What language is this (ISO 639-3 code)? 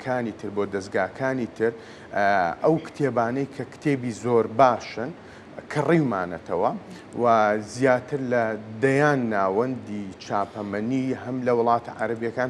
ckb